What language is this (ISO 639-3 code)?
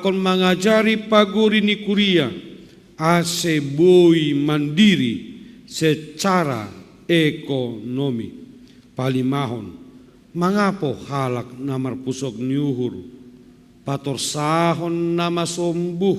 bts